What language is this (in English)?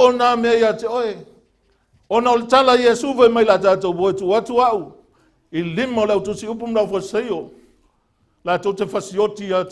Samoan